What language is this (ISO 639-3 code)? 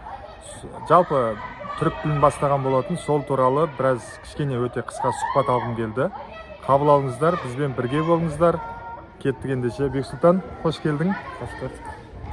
kaz